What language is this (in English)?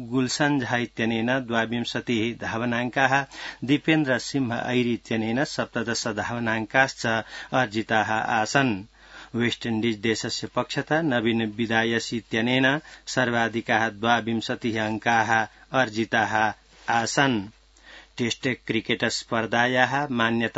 Sanskrit